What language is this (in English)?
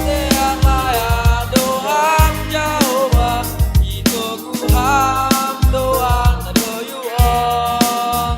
Batak Simalungun